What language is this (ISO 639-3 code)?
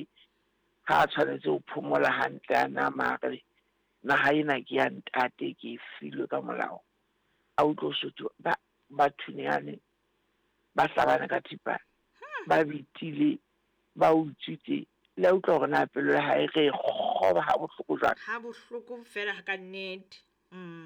sot